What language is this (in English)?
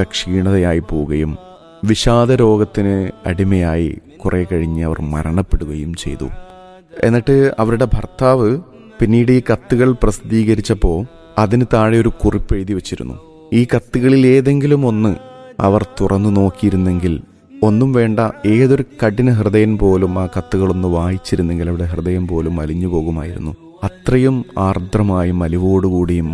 Malayalam